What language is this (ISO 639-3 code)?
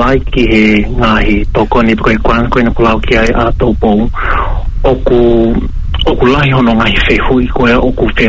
ton